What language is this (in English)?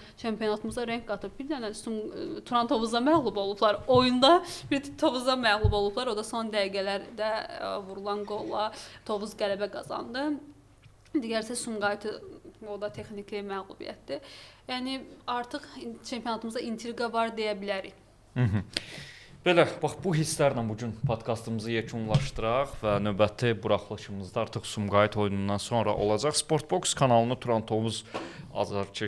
Azerbaijani